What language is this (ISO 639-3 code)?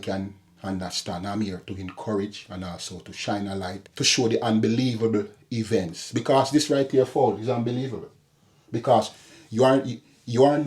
jam